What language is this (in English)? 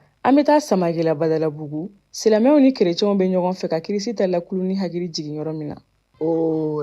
Bambara